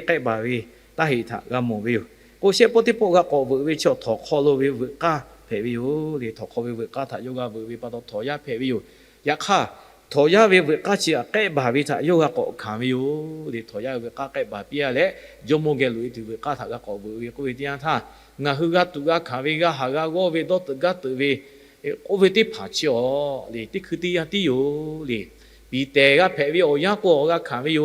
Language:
Lahu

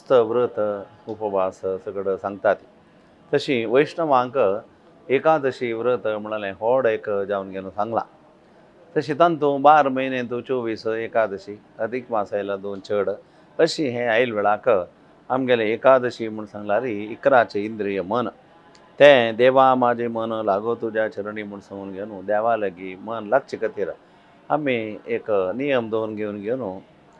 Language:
Konkani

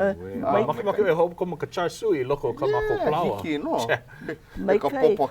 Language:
Hawaiian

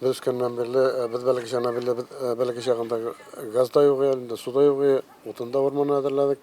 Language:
Tatar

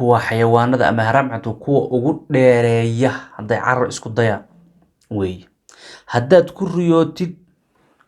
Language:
Somali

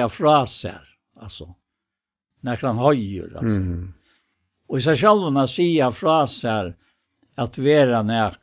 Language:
Faroese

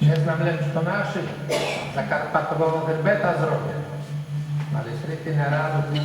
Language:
Rusyn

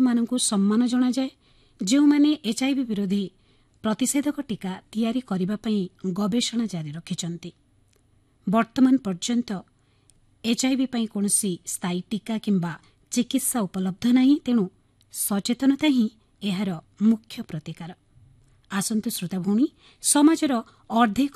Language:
Odia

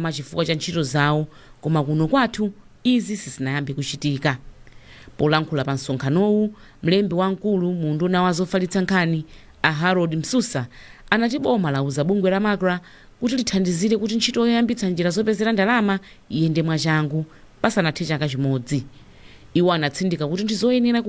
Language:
Nyanja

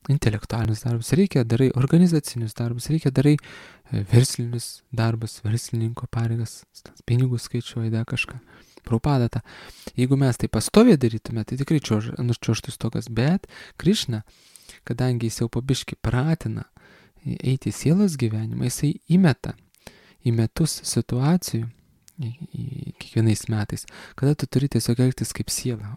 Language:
Lithuanian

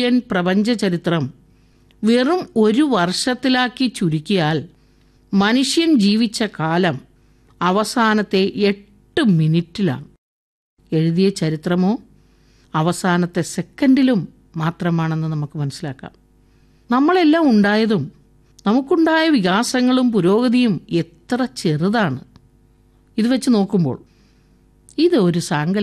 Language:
Malayalam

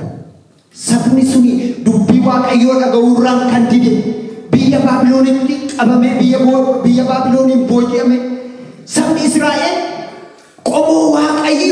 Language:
Oromo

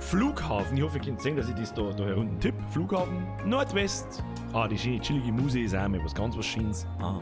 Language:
Bavarian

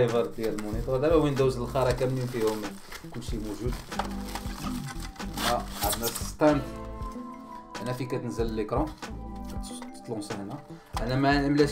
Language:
Moroccan Arabic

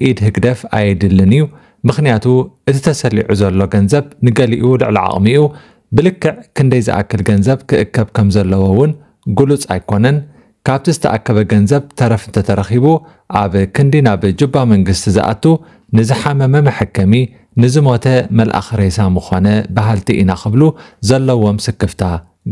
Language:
Tigrinya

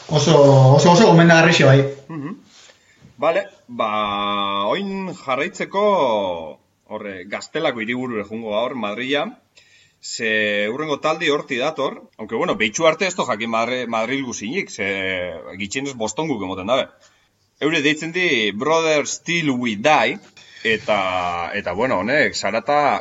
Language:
Basque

